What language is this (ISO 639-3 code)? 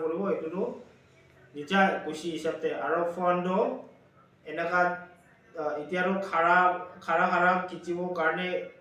nag